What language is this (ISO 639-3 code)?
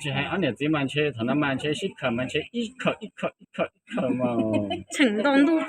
hmn